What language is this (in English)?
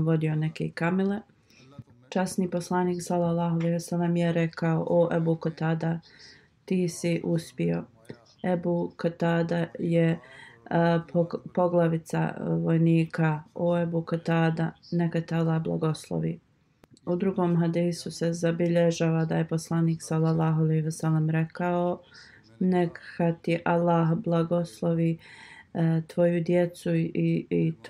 Bosnian